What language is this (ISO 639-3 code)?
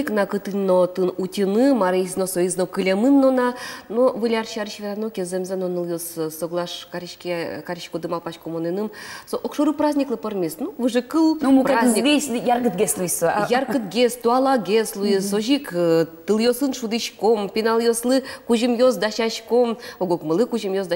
udm